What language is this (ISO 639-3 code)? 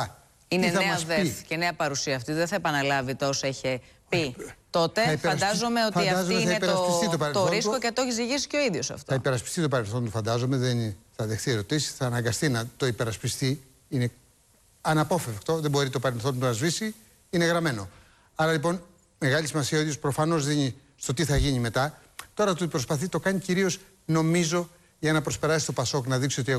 ell